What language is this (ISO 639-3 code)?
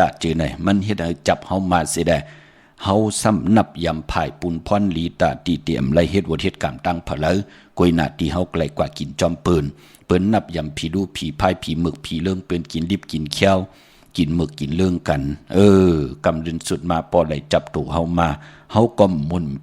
shn